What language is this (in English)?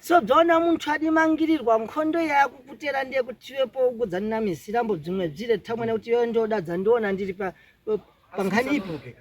Shona